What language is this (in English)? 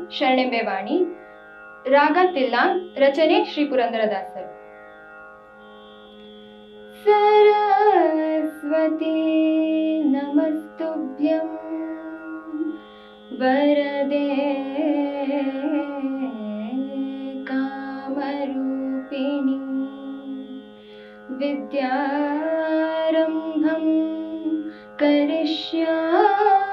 Kannada